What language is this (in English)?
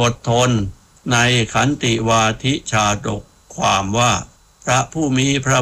Thai